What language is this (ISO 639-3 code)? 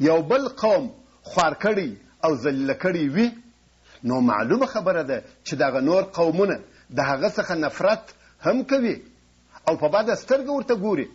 pus